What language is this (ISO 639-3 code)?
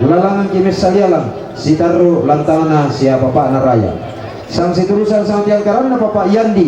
sda